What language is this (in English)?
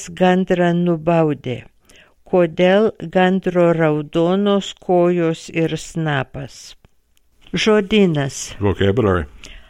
Lithuanian